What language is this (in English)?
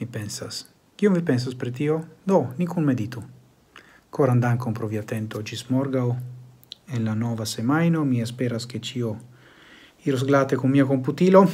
Esperanto